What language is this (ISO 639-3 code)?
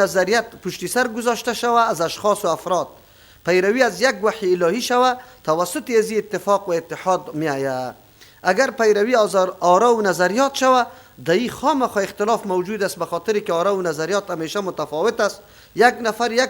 fas